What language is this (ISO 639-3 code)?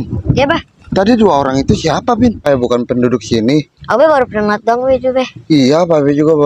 bew